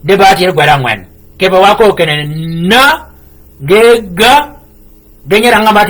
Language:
Shilluk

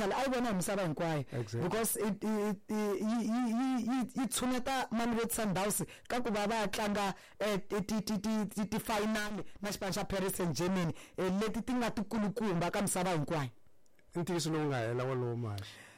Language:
Tsonga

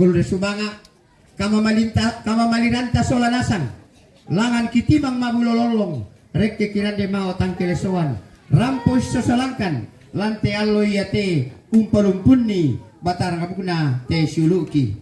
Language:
Toraja-Sa'dan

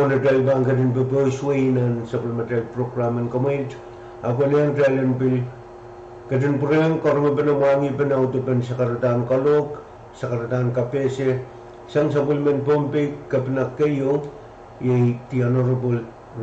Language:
Pohnpeian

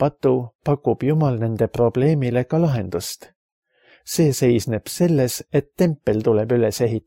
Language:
Estonian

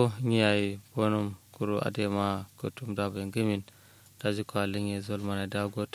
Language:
Kanuri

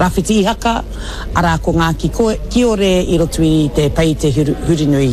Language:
Māori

